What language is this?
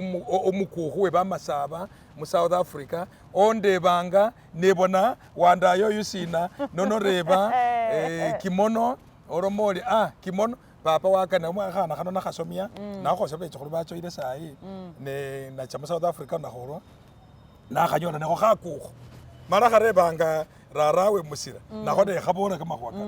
Masaaba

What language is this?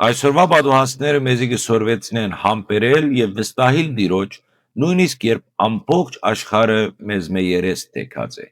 Western Armenian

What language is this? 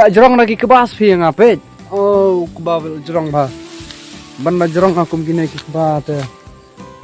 Khasi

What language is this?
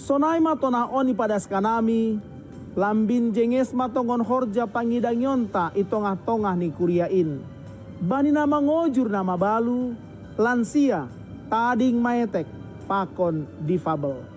Batak Simalungun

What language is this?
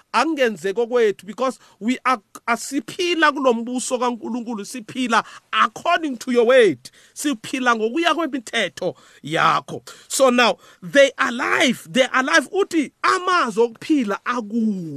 South Ndebele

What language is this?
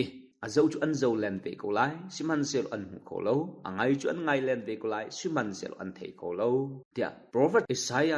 Hakha Chin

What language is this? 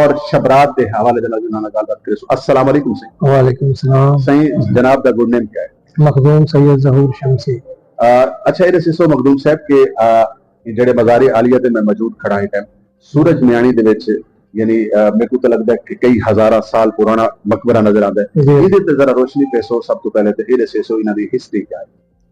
Saraiki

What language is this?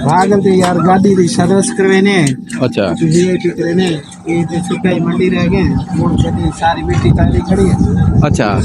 Saraiki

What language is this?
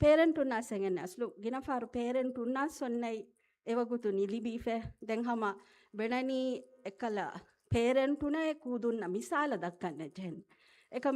Divehi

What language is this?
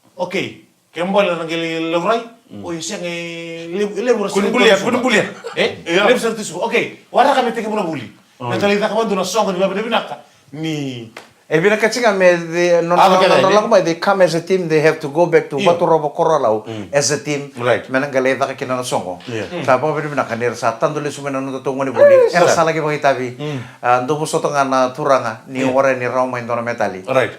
Fijian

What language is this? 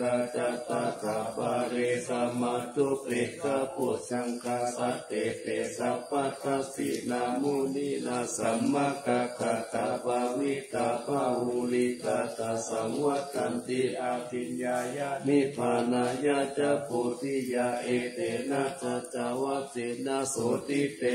Pali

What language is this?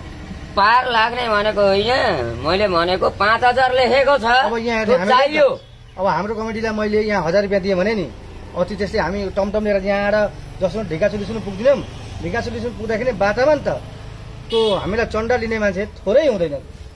Nepali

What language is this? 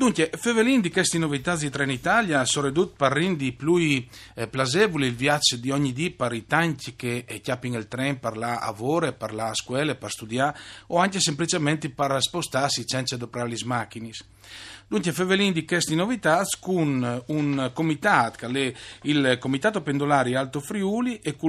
Friulian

